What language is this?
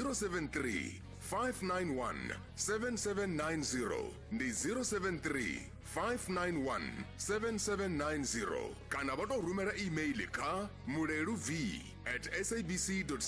Venda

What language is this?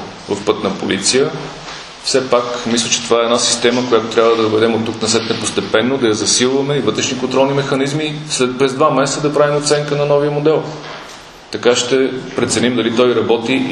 Bulgarian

